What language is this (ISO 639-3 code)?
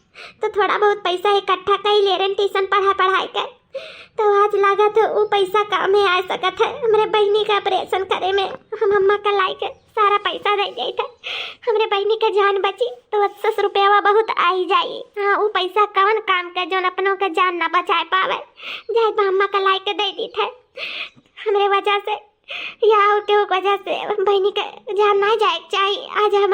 awa